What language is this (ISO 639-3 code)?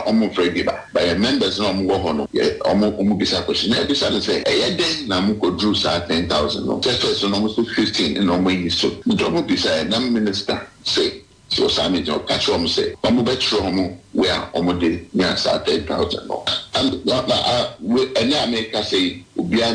aka